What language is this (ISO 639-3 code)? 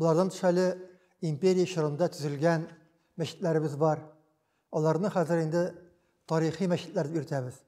tat